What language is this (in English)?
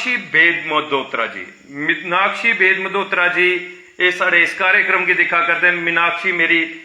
Dogri